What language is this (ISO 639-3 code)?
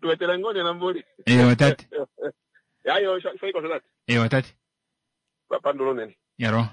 kua